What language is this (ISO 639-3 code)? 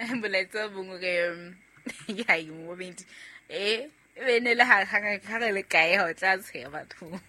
sot